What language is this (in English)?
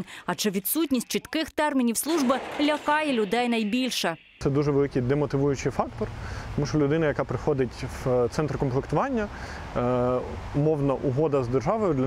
Ukrainian